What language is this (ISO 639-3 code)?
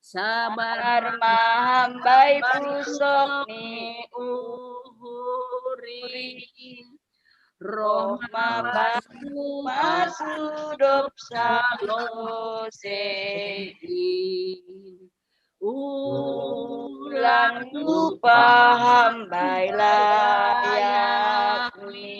bts